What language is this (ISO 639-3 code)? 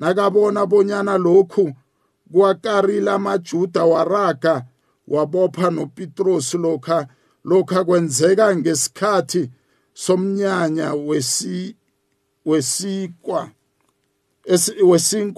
nbl